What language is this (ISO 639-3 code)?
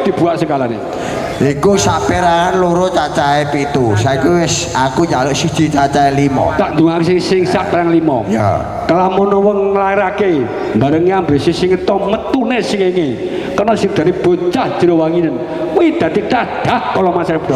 jav